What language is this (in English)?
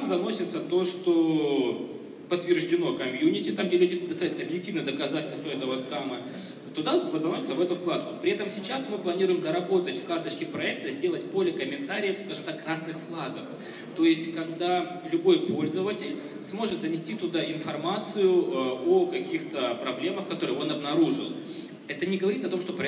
Russian